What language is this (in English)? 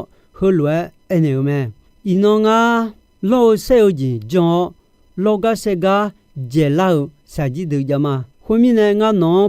Akha